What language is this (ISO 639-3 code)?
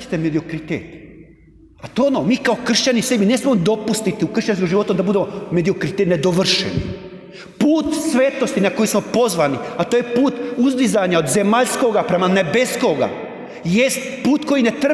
hrv